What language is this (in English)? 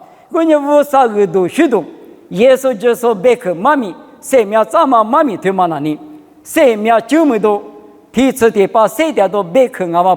Lisu